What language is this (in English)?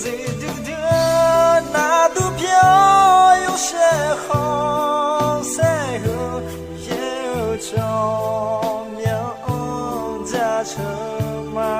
Akha